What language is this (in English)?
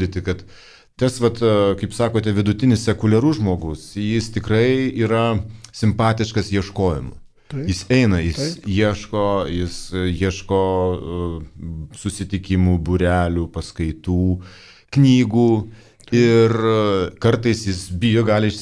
Lithuanian